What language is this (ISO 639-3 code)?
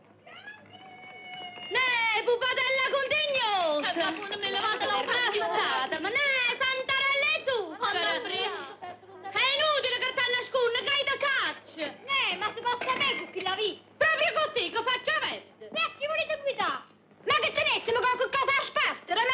ita